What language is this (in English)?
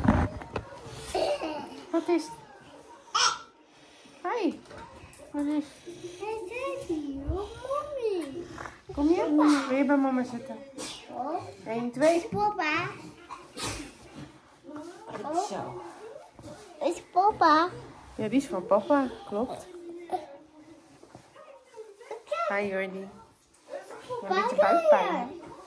Dutch